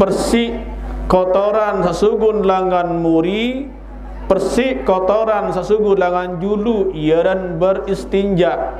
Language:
Sasak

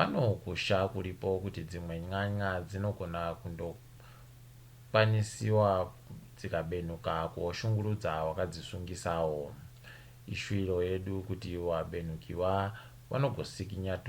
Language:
Ndau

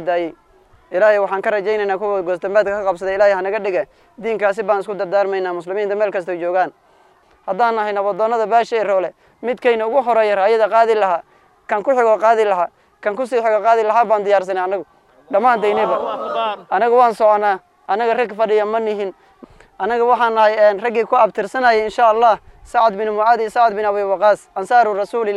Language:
Somali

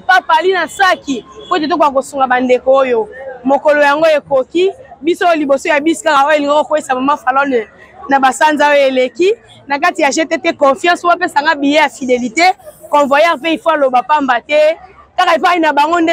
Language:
Lingala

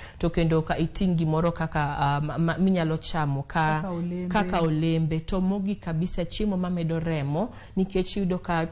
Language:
Luo (Kenya and Tanzania)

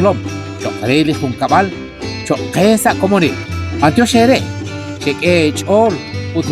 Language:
Kekchí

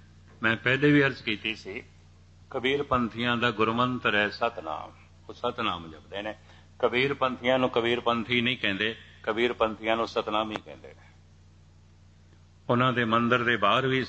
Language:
Punjabi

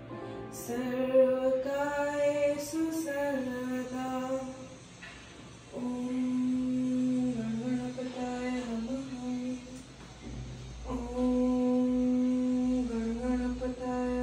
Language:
Bangla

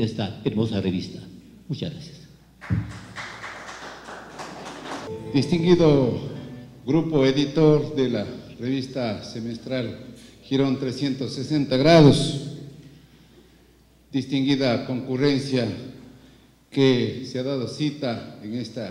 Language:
Spanish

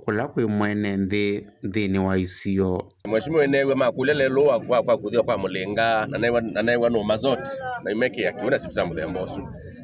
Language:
Kamba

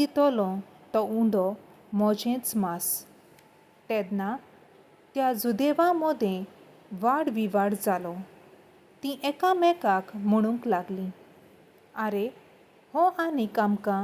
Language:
Konkani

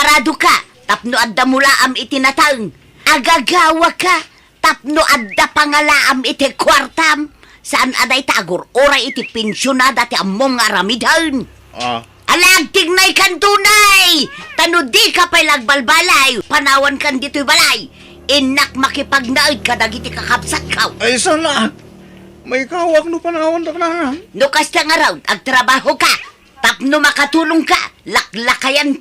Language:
Iloko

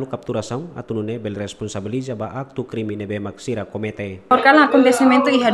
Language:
Tetum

